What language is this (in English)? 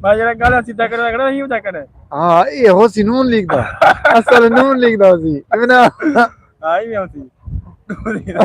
Saraiki